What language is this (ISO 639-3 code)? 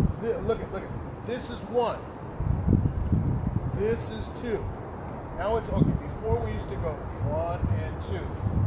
eng